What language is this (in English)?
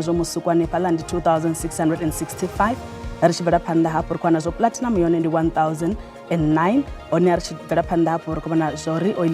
Venda